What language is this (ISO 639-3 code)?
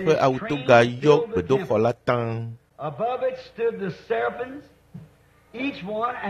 ewe